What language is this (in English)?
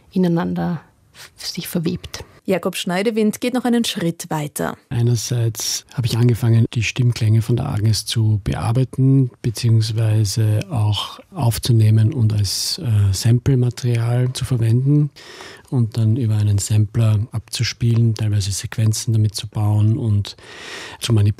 German